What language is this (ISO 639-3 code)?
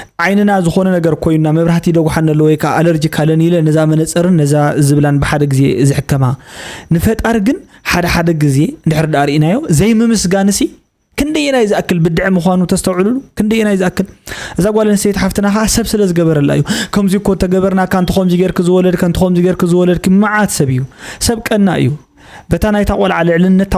tir